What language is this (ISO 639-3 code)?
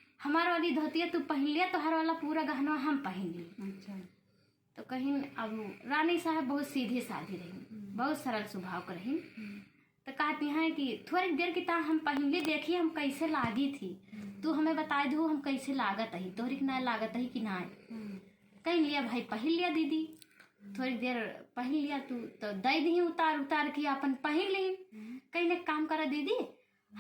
awa